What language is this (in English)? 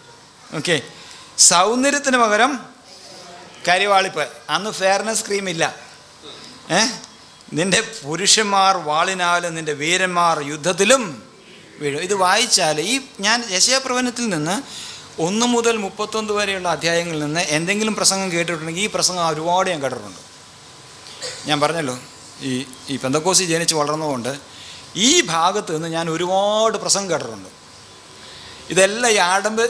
Malayalam